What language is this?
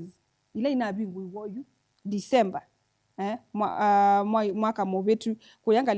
Kamba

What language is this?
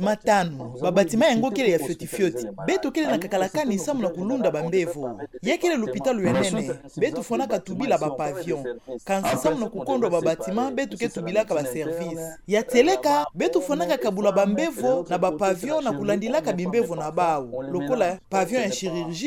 Kituba (Democratic Republic of Congo)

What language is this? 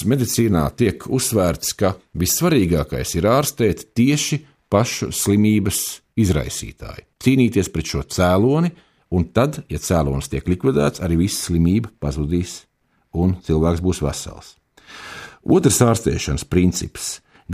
Latvian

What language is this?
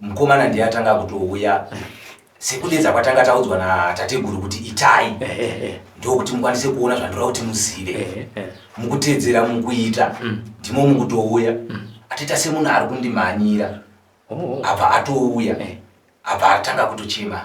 Shona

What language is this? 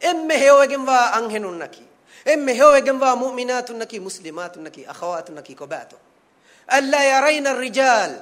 Divehi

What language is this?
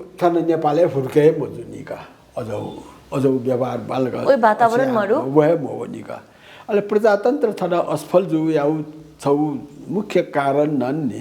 Newari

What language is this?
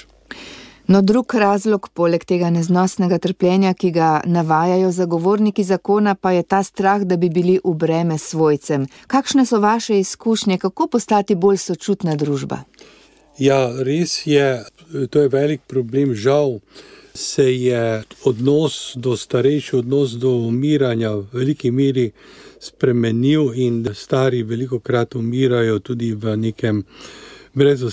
Slovenian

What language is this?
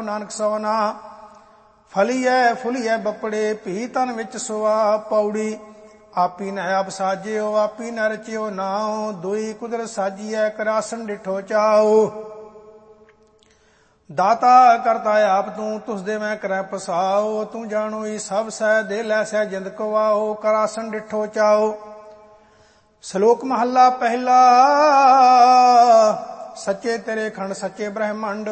Punjabi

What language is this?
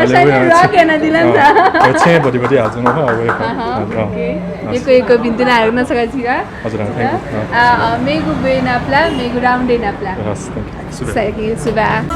Newari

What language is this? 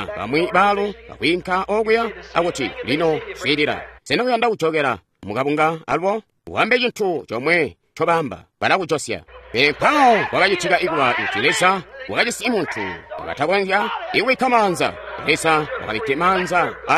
Tonga (Zambia)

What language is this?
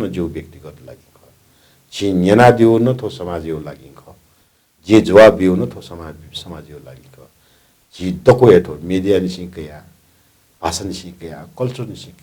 Newari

